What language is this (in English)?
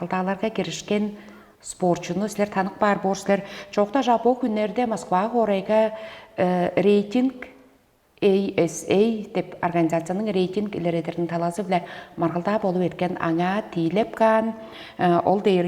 Tuvinian